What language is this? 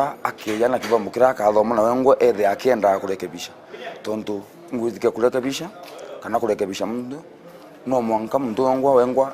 Meru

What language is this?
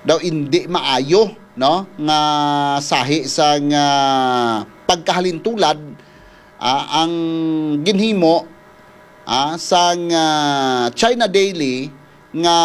Hiligaynon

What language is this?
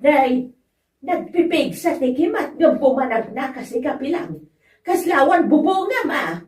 Iloko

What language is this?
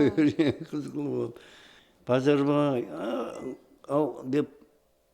Kara-Kalpak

